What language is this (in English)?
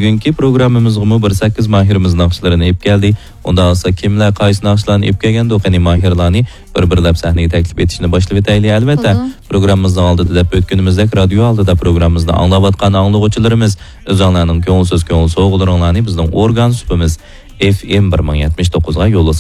Uyghur